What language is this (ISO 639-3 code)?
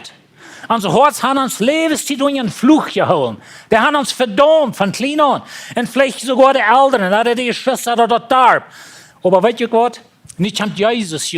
pdt